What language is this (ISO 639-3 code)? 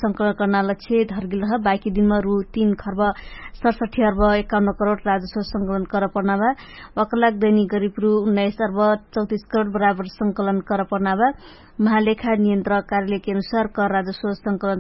thl